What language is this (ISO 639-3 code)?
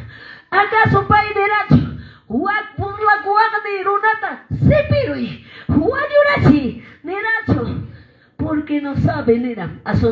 que